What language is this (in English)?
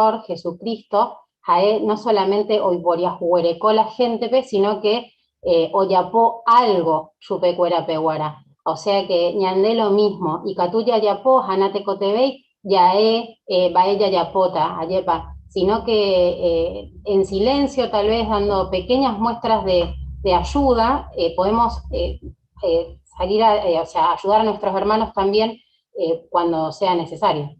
Guarani